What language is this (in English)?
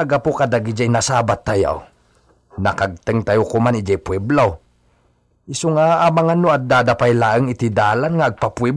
Iloko